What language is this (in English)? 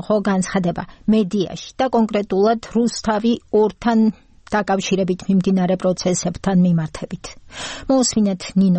Georgian